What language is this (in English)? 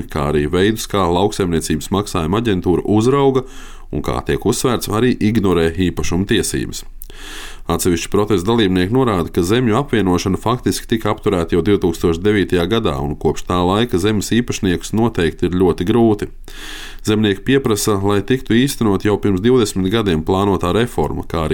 Latvian